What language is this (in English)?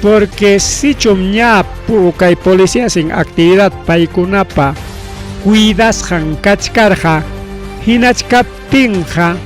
Ayacucho Quechua